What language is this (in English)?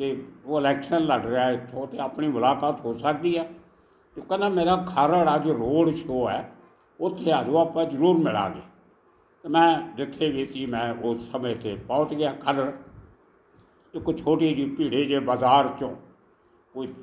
Punjabi